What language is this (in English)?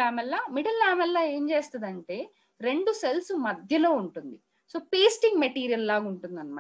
Telugu